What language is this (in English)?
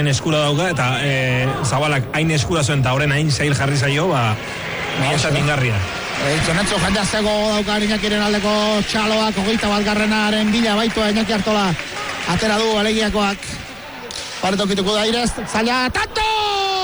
Basque